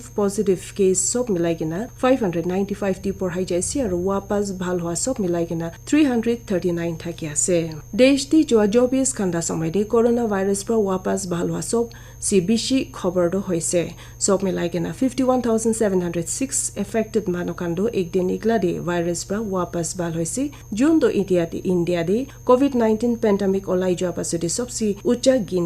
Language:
Naga Pidgin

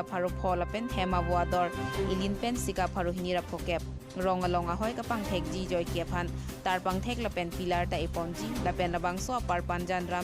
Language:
Karbi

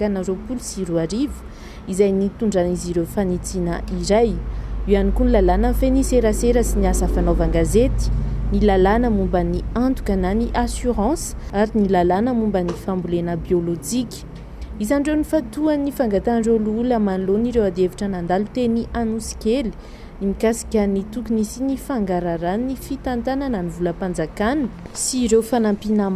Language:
Malagasy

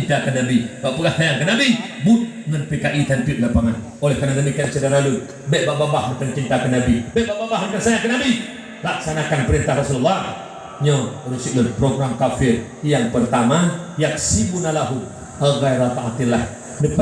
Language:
Achinese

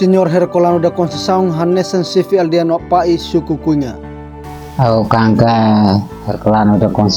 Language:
Tetum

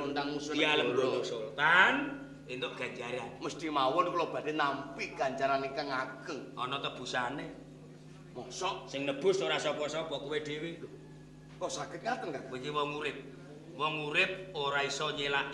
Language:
Javanese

